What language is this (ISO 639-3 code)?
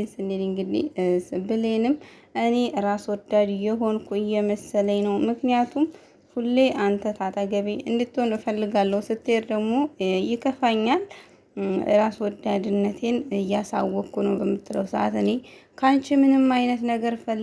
amh